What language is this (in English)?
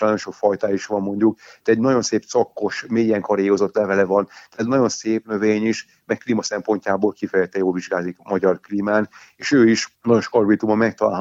Hungarian